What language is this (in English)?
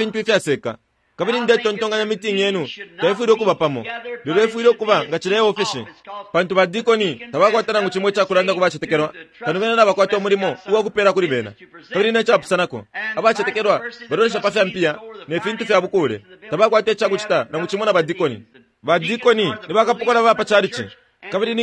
Bemba